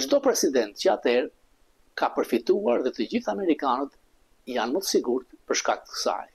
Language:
Albanian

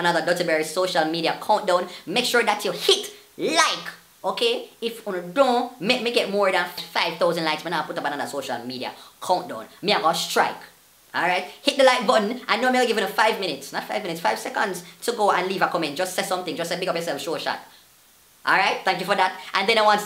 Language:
Jamaican Creole English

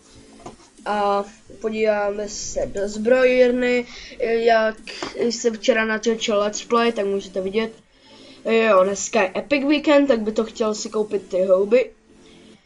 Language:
Czech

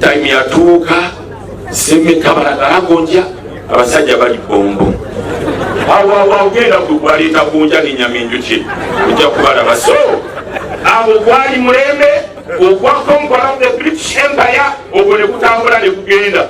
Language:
Ganda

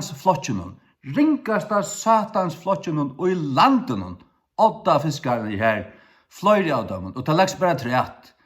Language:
Faroese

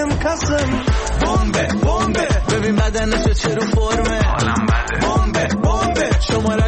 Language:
Persian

